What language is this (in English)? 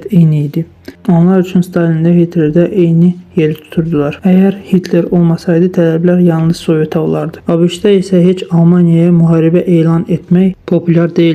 Azerbaijani